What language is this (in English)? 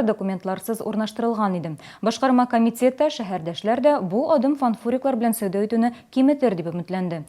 Tatar